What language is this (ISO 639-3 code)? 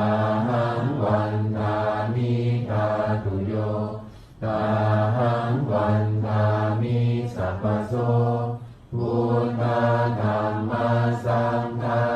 pli